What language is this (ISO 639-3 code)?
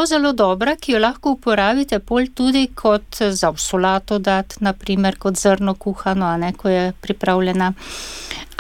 slv